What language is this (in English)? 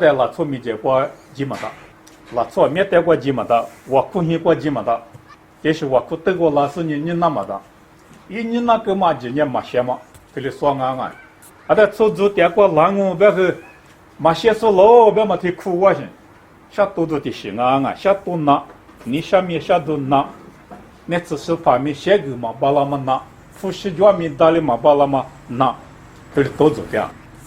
Lisu